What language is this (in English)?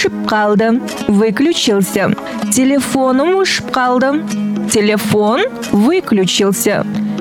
Kazakh